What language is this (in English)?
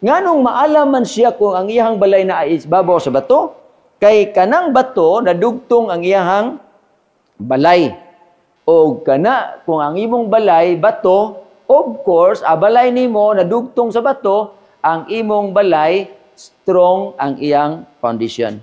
Cebuano